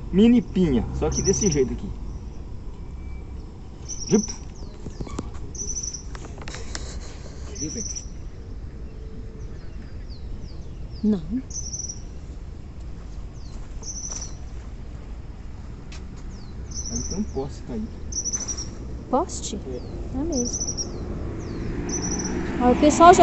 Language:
Portuguese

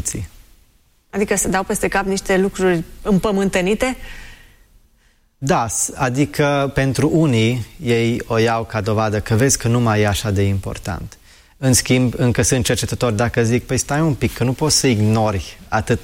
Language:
Romanian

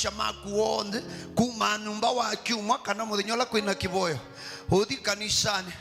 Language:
Kamba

